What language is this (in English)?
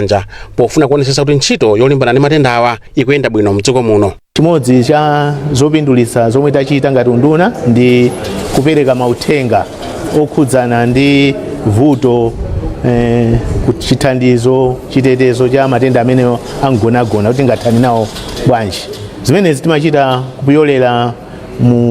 Nyanja